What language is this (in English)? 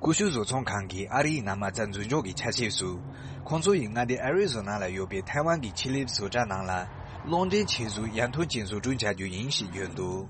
Tibetan